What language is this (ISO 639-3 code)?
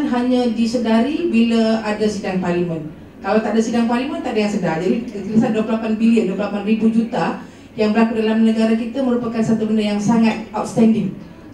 msa